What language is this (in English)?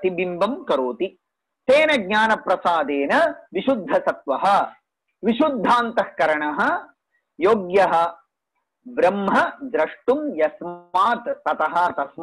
Sanskrit